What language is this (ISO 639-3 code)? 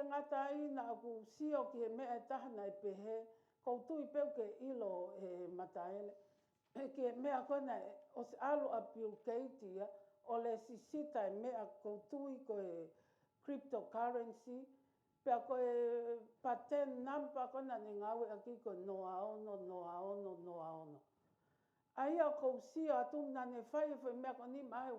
ton